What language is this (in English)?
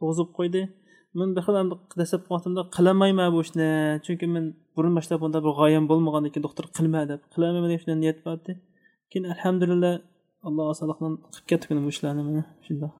Uyghur